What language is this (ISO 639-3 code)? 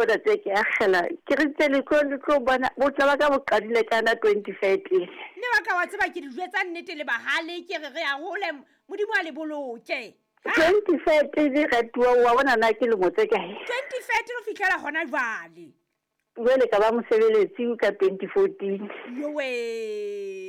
sot